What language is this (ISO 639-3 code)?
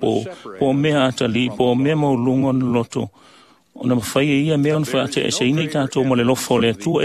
smo